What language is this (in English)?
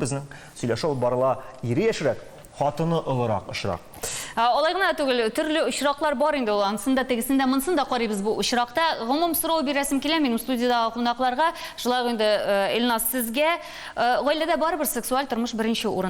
Tatar